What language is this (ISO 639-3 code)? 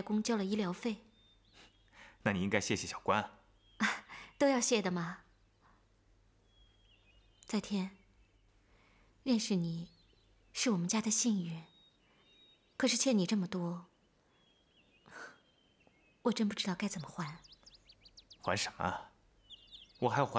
zho